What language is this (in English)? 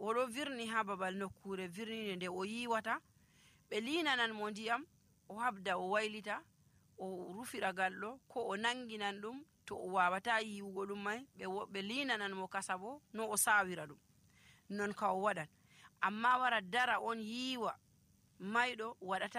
Nigerian Fulfulde